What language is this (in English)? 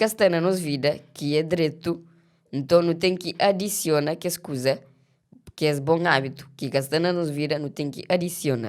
Kabuverdianu